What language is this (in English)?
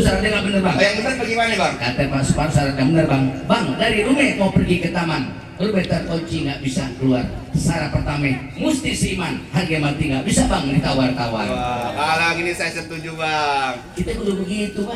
Betawi